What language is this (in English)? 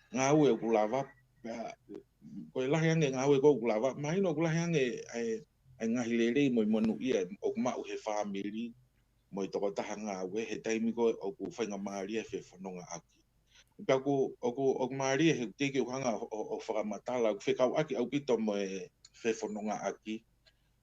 Tongan